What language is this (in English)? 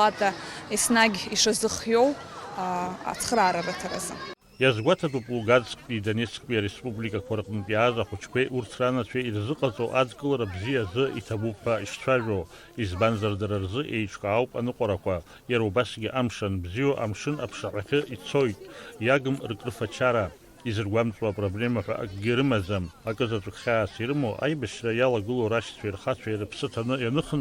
Abkhazian